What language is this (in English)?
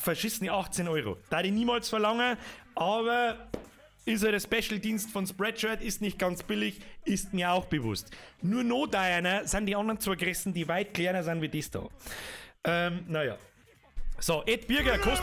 Bavarian